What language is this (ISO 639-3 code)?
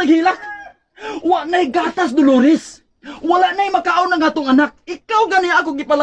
ceb